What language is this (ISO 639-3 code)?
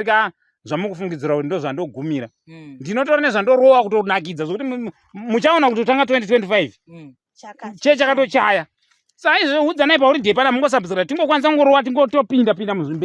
sna